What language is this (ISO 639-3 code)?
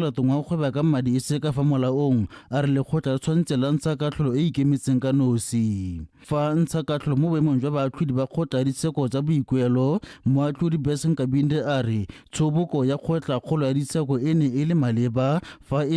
tsn